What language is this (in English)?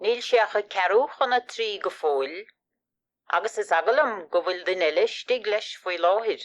Irish